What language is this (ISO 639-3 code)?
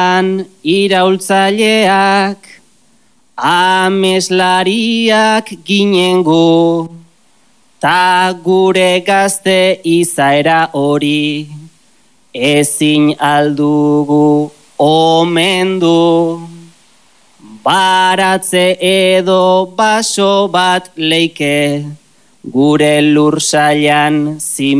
eus